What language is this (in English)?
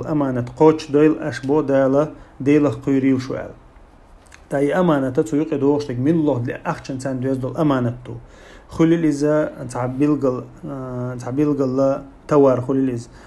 Chechen